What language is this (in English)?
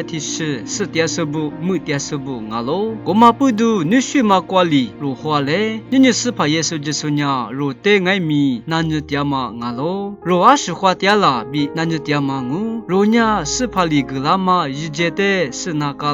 Lisu